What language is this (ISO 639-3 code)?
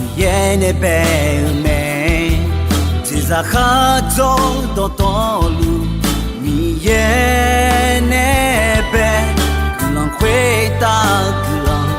ahk